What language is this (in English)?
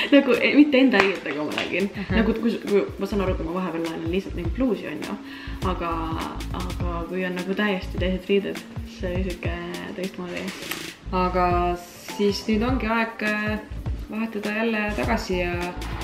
Estonian